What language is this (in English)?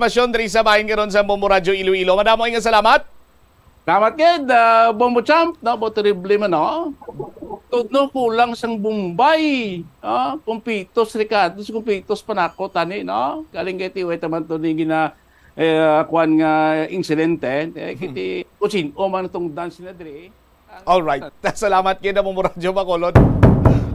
Hiligaynon